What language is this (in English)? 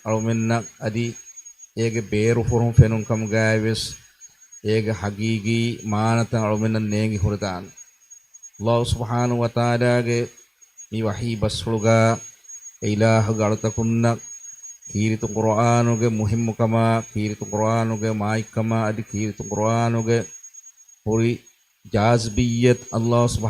Divehi